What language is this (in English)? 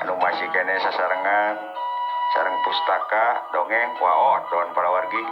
Sundanese